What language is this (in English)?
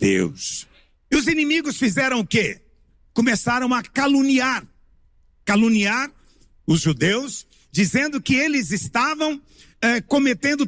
Portuguese